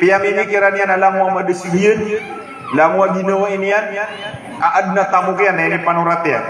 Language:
Maranao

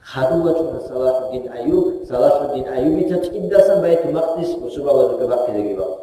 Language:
Avaric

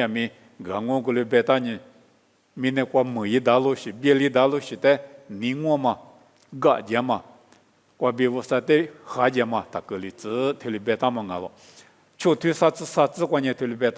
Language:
Lisu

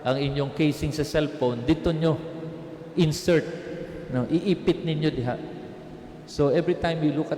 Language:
Cebuano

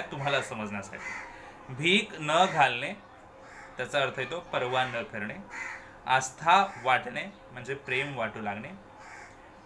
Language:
Marathi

